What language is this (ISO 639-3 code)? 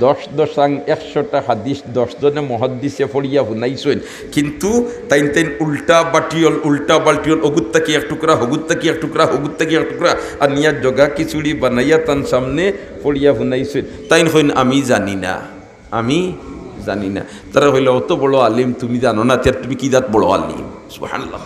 syl